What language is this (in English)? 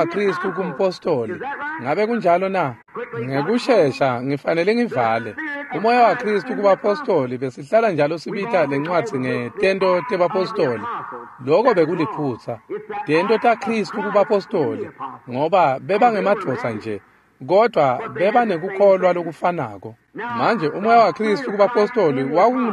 Swati